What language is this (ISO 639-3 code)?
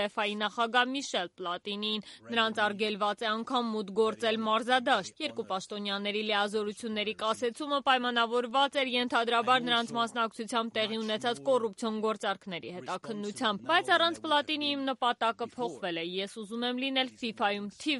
hye